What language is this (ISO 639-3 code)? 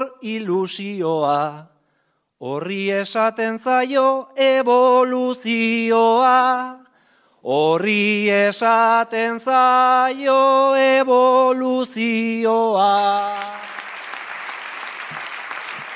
eus